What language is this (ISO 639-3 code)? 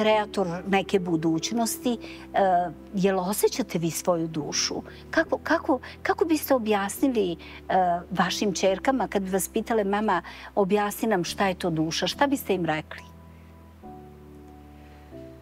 srp